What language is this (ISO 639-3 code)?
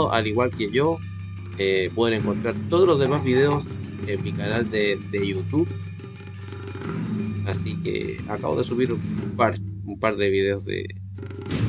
spa